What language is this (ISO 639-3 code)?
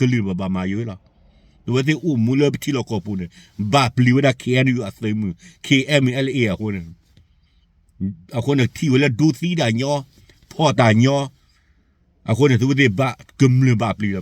ksw